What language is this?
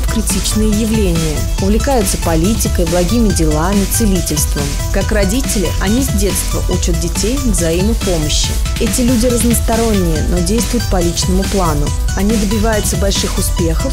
Russian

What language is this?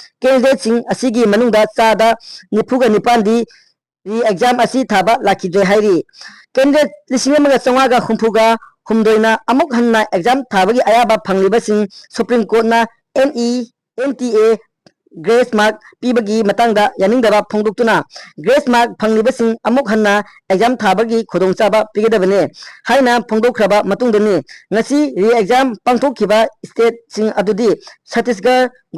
Manipuri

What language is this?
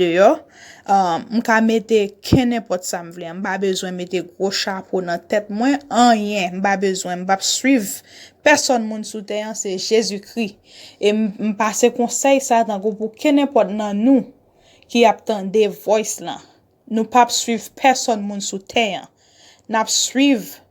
Haitian Creole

